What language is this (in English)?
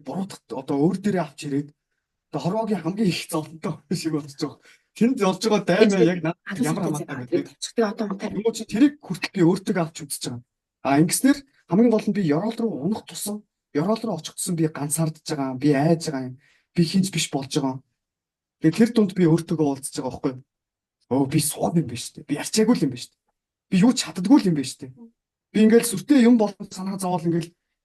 Mongolian